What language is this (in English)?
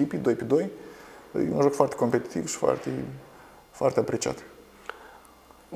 Romanian